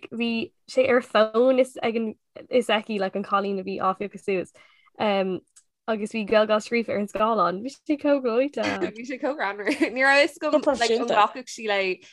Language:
Irish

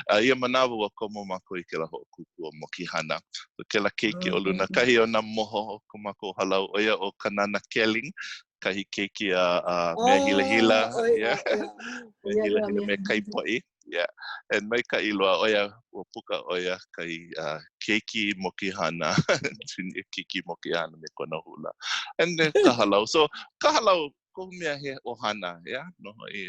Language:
Hawaiian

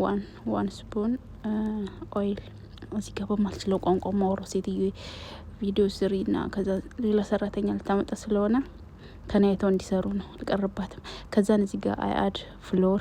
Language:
Amharic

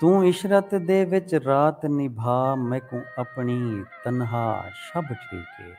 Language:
Saraiki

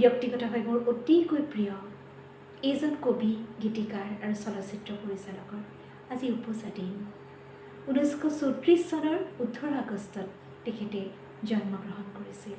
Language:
Assamese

